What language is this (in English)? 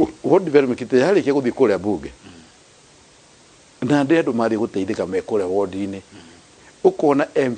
Kikuyu